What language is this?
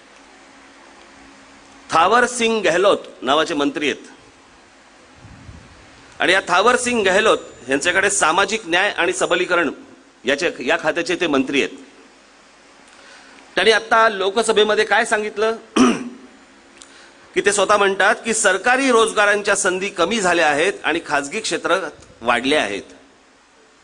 Marathi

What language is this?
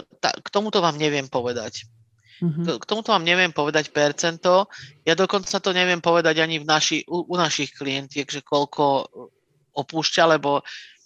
Slovak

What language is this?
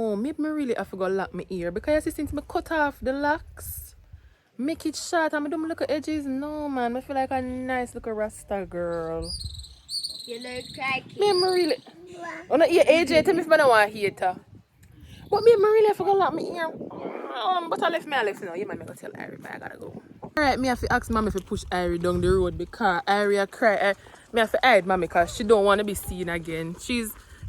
Jamaican Creole English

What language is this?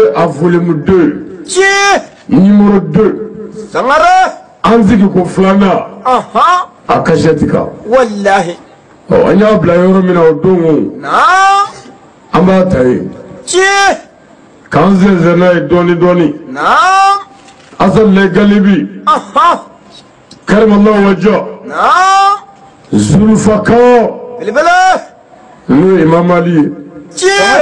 Bambara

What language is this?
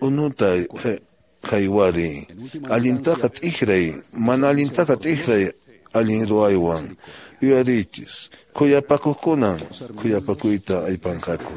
Quechua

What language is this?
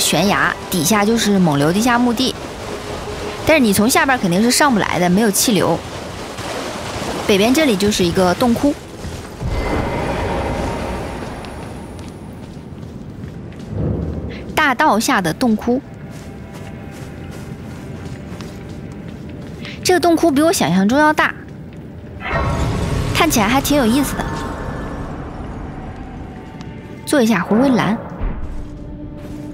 Chinese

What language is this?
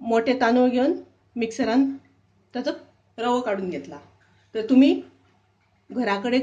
Konkani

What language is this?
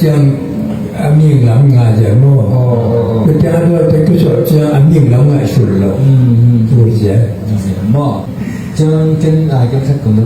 Tedim Chin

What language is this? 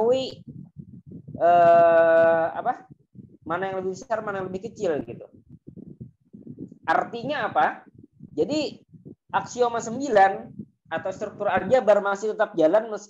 Indonesian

